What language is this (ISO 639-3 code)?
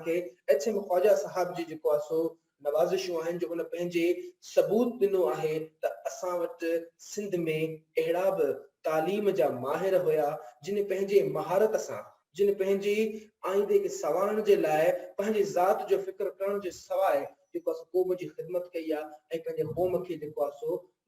snd